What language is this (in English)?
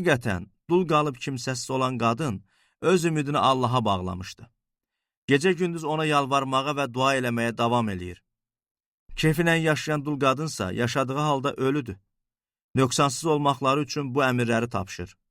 Azerbaijani